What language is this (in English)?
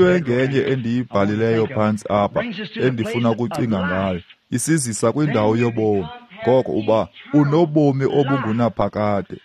Xhosa